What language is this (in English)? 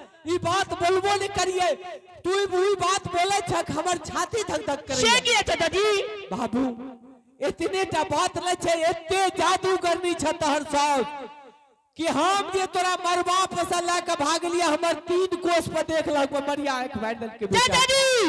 Angika